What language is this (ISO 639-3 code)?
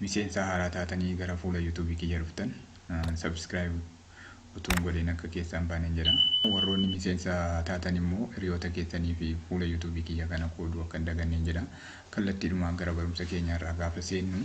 orm